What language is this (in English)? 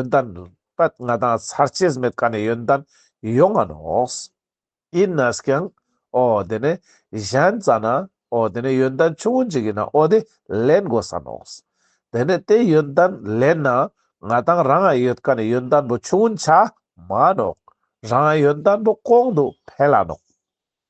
Ladakhi